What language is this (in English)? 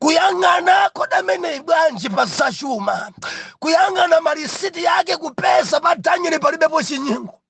Nyanja